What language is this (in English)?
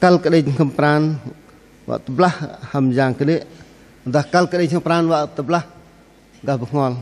Bahnar